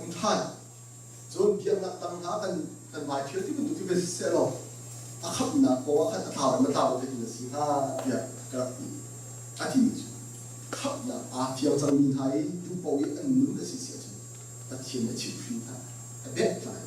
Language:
Hakha Chin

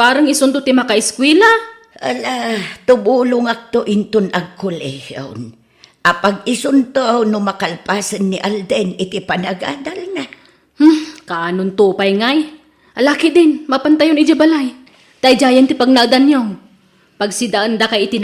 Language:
Iloko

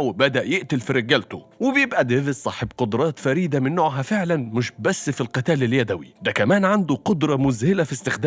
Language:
Egyptian Arabic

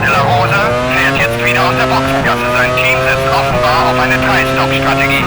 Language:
Bavarian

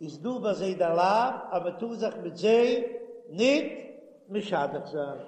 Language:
Yiddish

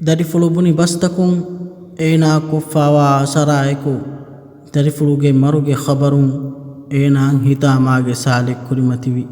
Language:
Divehi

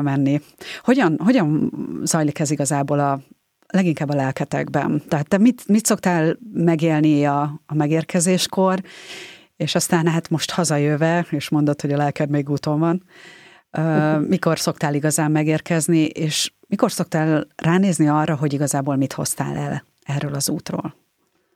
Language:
Hungarian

